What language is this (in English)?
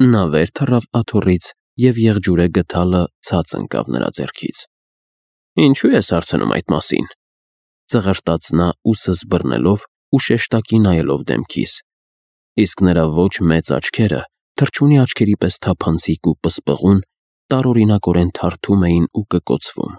Armenian